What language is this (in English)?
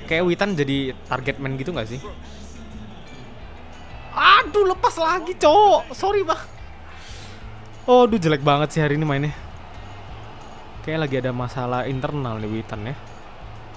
Indonesian